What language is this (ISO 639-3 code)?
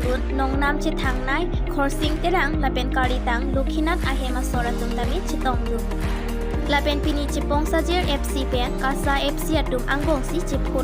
mjw